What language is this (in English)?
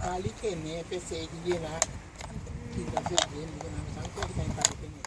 Papiamento